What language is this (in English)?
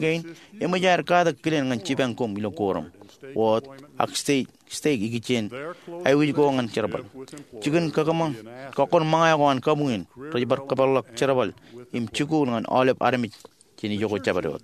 Marshallese